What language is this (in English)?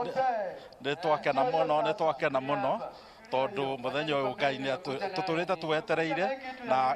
Kikuyu